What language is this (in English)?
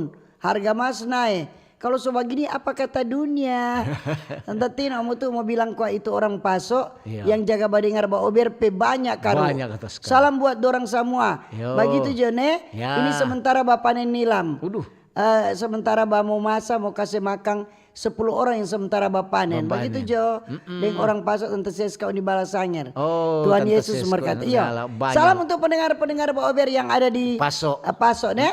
Manado Malay